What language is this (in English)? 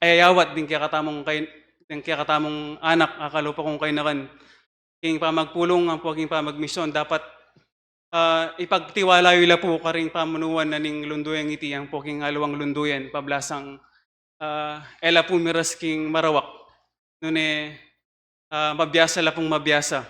Pampanga